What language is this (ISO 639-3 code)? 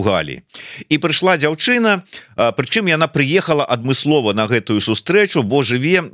bel